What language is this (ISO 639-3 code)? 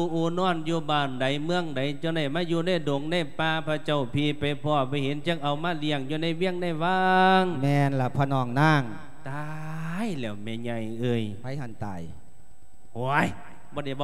lao